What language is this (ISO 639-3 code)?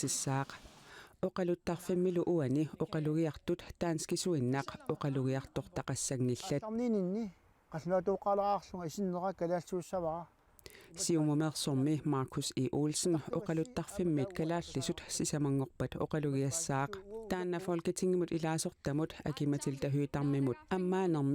kal